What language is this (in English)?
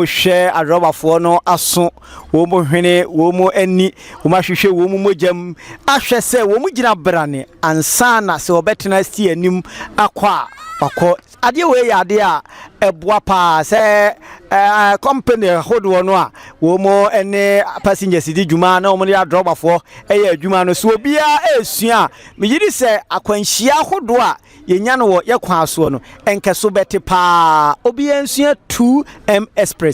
Akan